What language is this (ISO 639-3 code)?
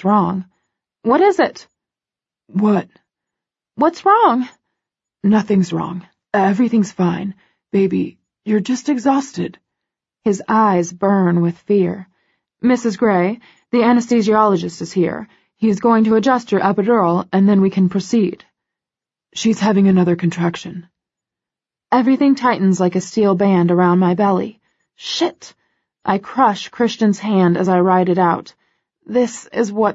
eng